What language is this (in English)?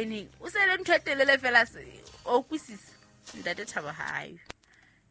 Southern Sotho